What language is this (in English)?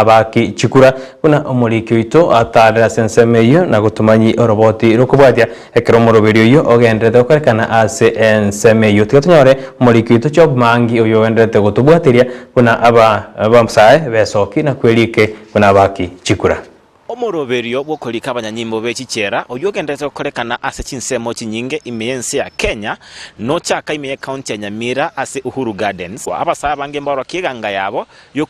Gusii